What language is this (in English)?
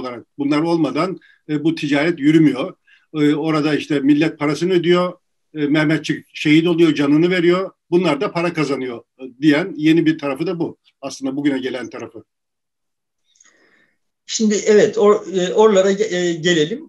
Turkish